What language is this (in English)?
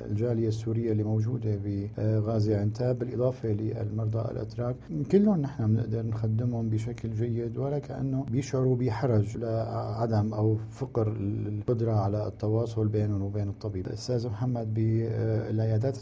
North Levantine Arabic